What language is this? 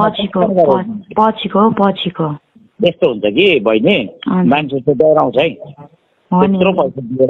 Nepali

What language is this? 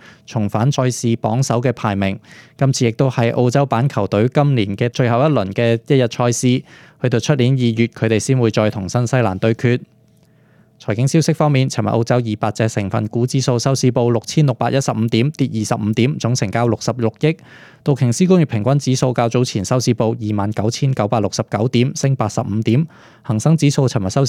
Cantonese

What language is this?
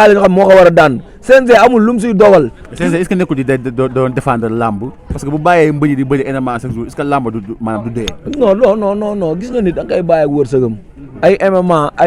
Wolof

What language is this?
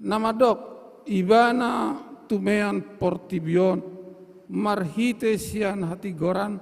Batak Toba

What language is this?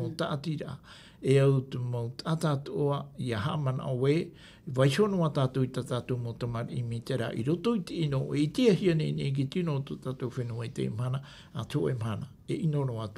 Tahitian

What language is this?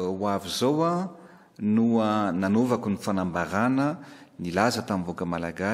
Malagasy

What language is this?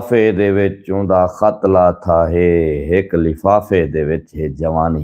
Saraiki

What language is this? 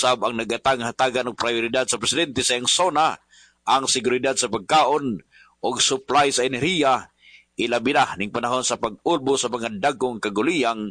Cebuano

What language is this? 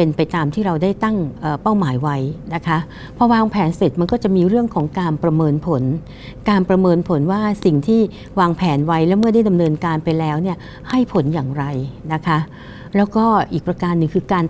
Thai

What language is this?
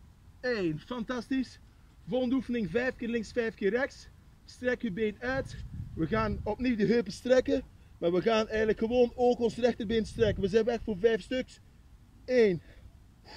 Dutch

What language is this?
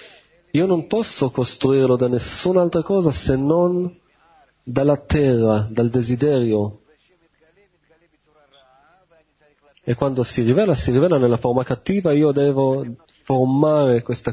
Italian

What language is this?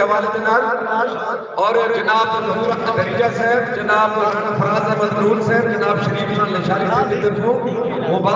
Saraiki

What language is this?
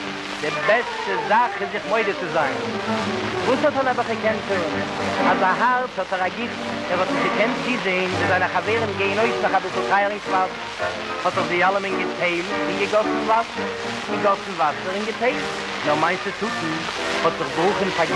Yiddish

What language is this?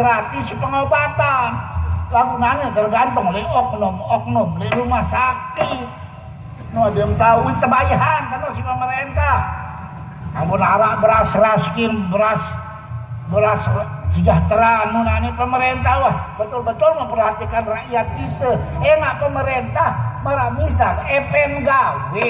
Sasak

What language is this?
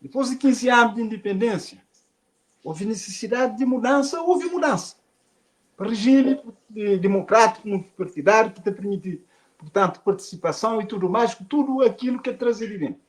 Kabuverdianu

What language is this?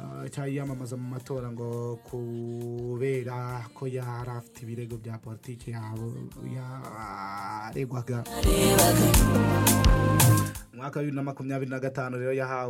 Kinyarwanda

